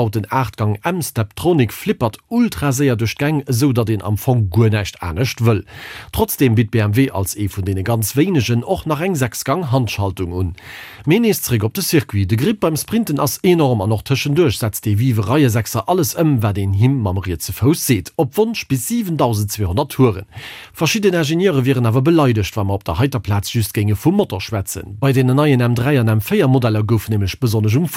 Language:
Luxembourgish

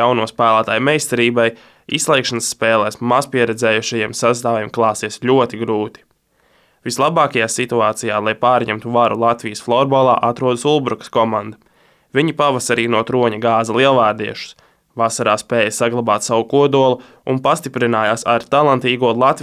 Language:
Latvian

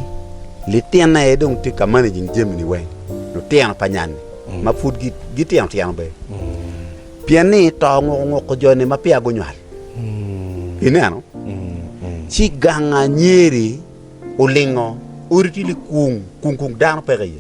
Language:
Acoli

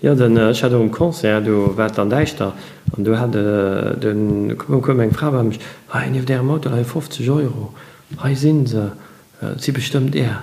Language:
Luxembourgish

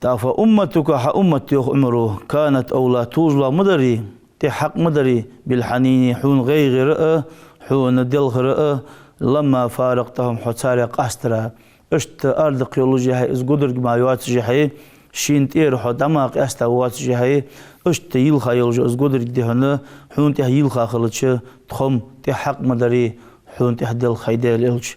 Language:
Ingush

